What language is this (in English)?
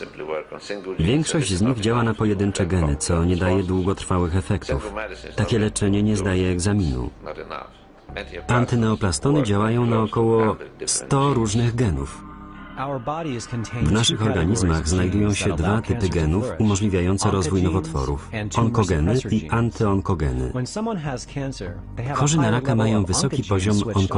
Polish